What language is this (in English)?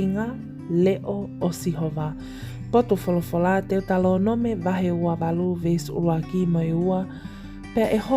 Tongan